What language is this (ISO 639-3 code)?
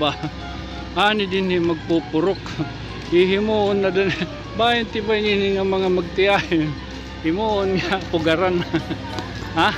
war